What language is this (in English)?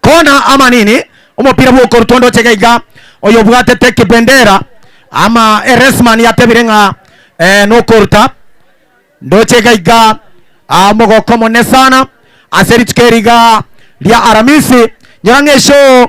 Gusii